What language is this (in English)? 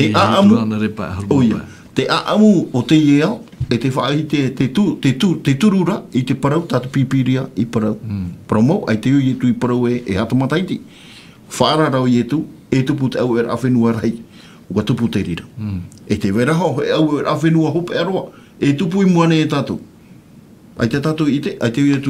Tahitian